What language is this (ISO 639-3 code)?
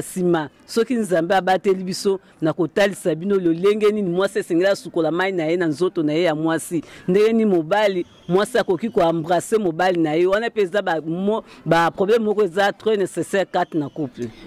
lin